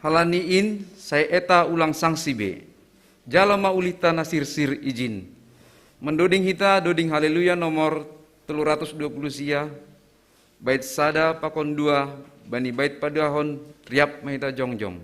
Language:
Batak Simalungun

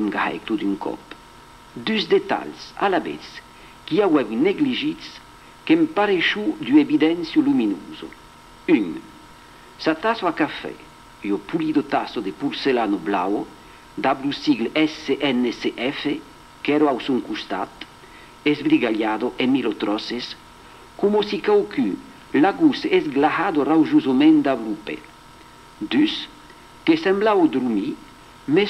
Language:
Occitan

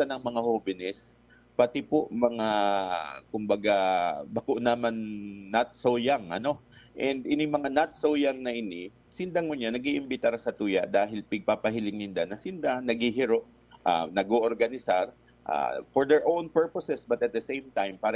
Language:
Bikol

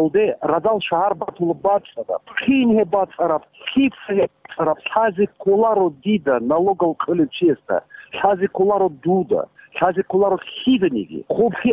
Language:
Avaric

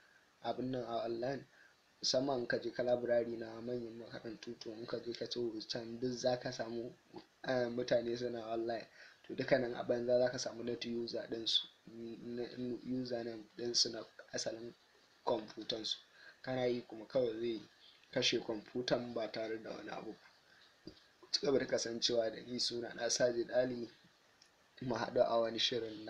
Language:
Hausa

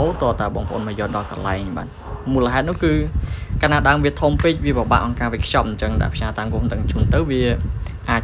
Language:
Khmer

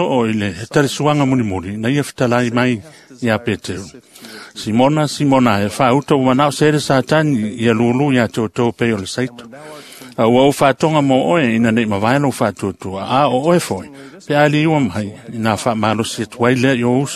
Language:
Samoan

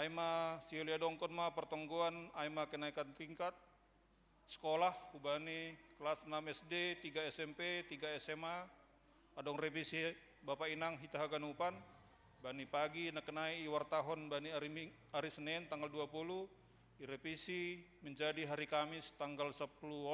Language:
Batak Simalungun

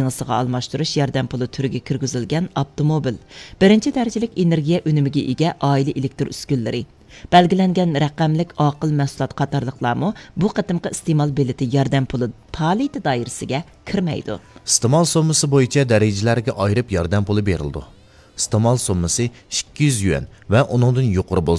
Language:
Uyghur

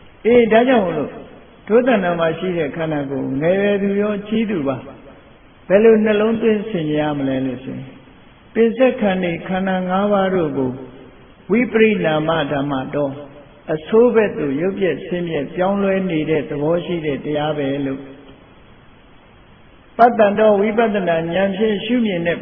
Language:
Burmese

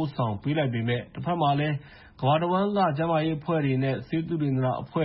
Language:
Burmese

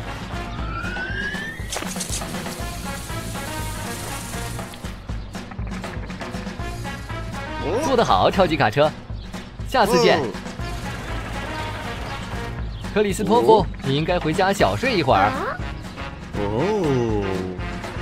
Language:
Chinese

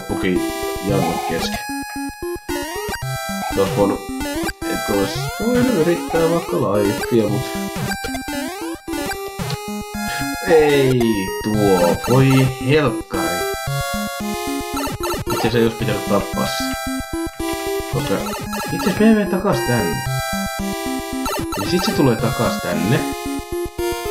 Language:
Finnish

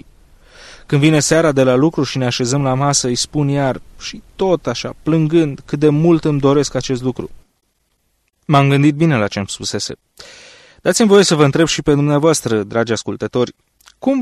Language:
Romanian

